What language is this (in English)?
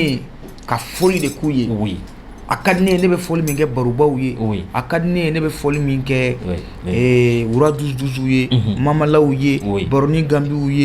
Bambara